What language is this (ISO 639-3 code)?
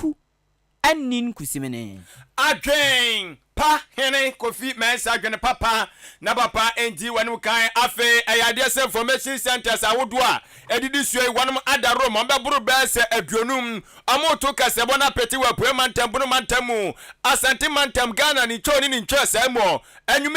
aka